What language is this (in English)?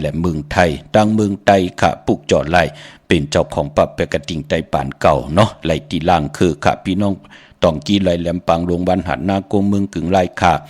Shan